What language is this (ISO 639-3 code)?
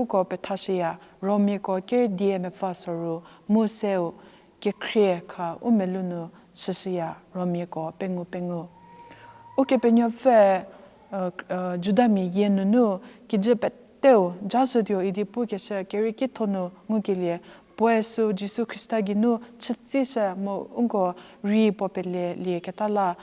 njm